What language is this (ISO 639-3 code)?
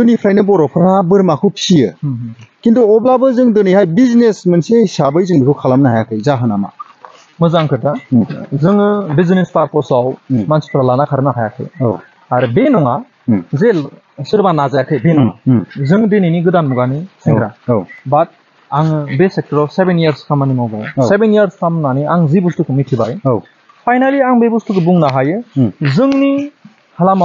brx